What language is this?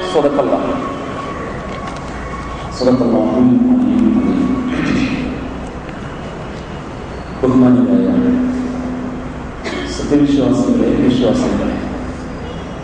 Malayalam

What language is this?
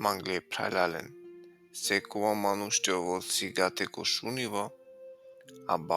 Balkan Romani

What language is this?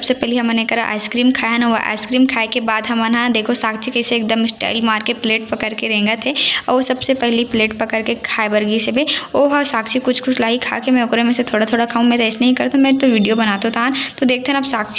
Chhattisgarhi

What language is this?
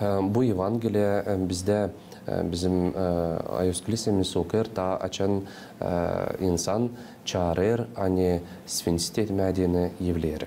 Gagauz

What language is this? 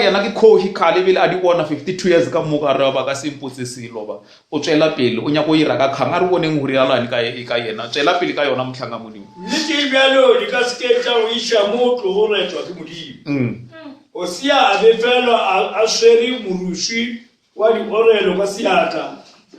Northern Sotho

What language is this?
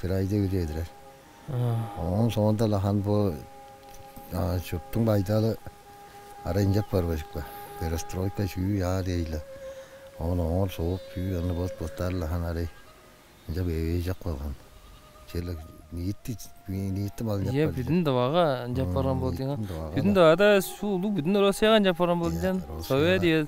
Tuvinian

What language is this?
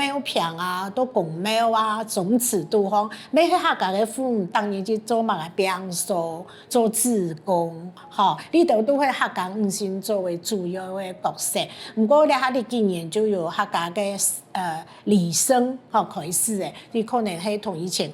Hakka Chinese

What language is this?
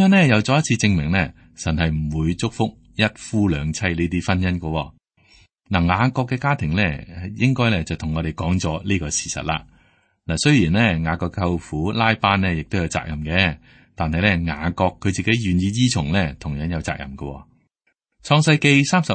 Cantonese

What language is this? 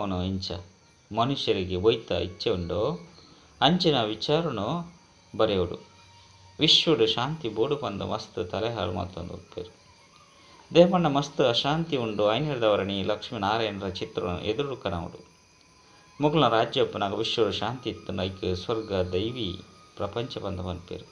Tulu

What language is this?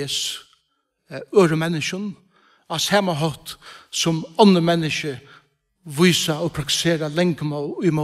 Faroese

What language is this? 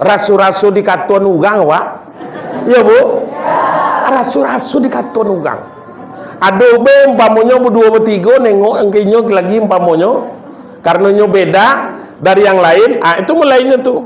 Minangkabau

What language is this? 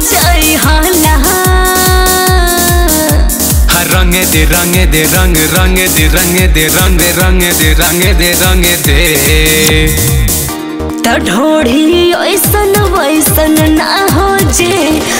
Bhojpuri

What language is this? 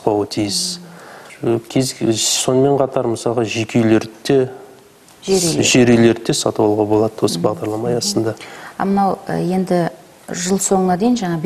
Kazakh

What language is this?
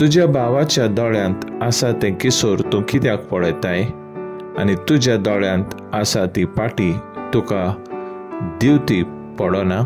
Konkani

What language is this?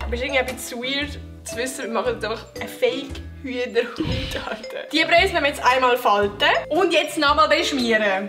Swiss German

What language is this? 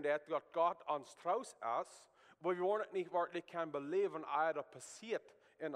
Plautdietsch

